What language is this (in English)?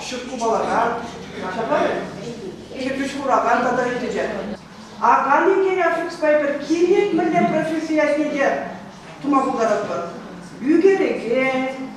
Chuvash